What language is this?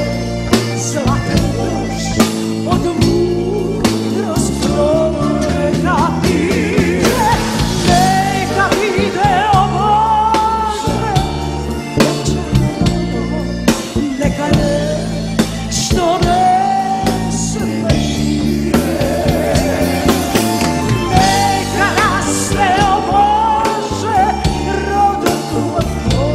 Macedonian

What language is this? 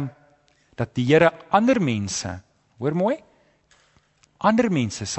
Afrikaans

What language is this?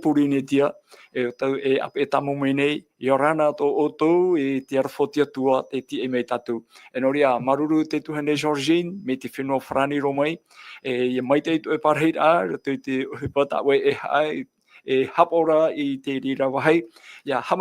Tahitian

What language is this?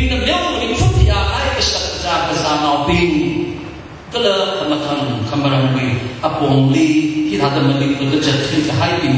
Tangkhul Naga (India)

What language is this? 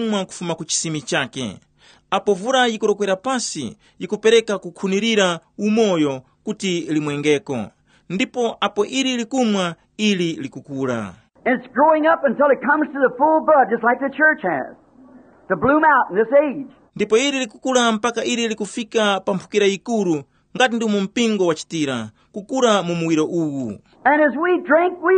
Tumbuka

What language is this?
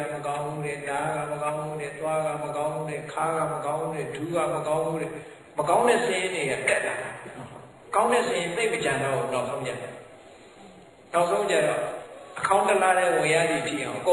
Burmese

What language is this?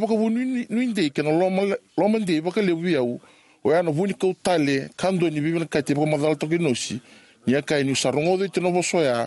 Fijian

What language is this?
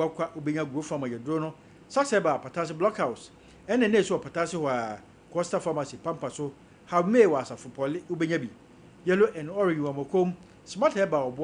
Akan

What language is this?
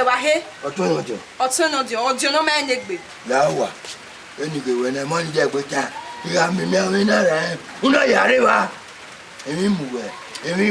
Bini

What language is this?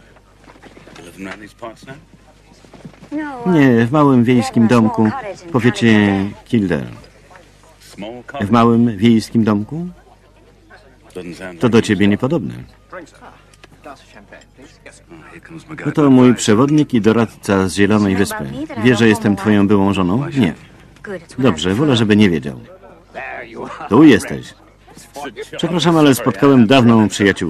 Polish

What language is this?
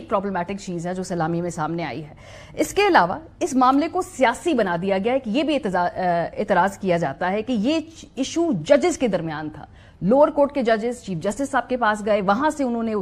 Urdu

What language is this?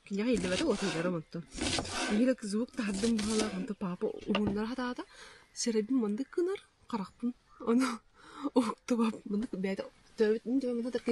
Yakut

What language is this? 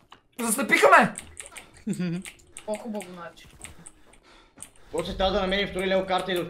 Bulgarian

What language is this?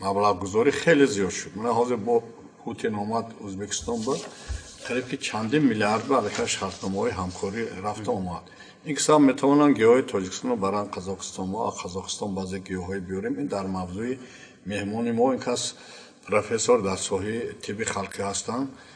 Tajik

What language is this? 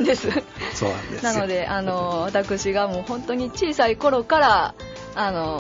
Japanese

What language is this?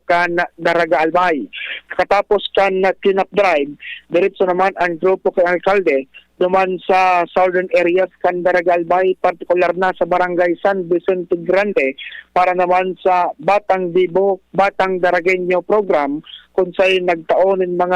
Bikol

